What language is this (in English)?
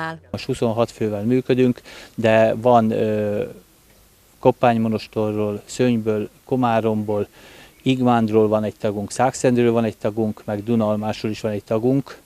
Hungarian